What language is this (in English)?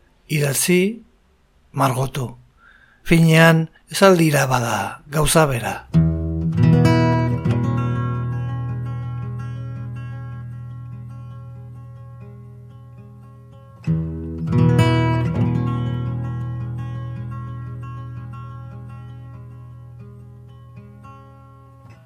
Basque